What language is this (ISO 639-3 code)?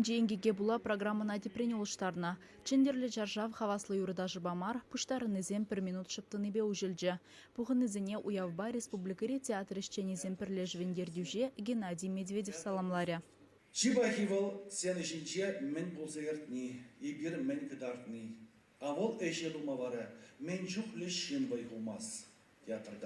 chv